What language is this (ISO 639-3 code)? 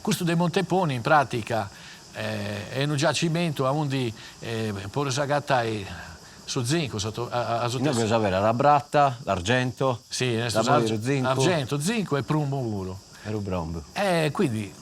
srd